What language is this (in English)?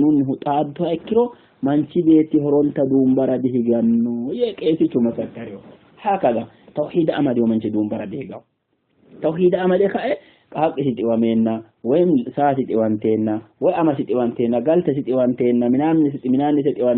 Sidamo